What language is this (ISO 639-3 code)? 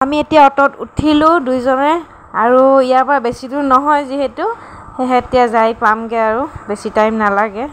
asm